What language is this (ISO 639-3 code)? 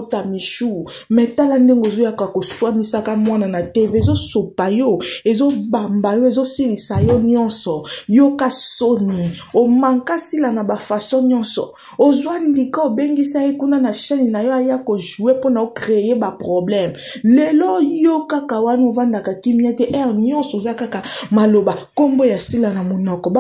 lin